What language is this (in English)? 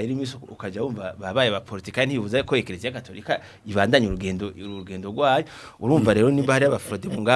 Rundi